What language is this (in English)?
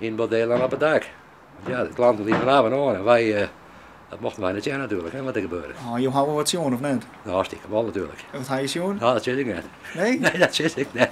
Western Frisian